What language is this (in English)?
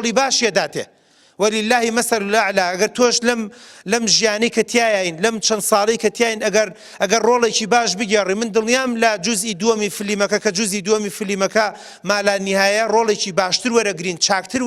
Central Kurdish